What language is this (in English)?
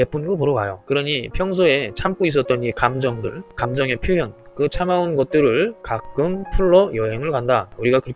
Korean